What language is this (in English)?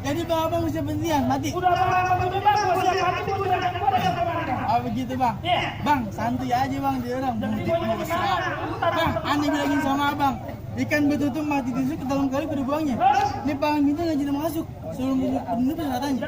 Betawi